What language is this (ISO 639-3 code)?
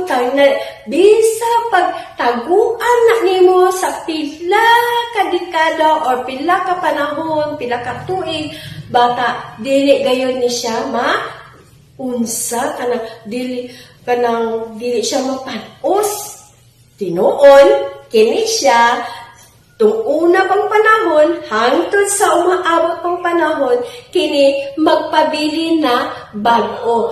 ceb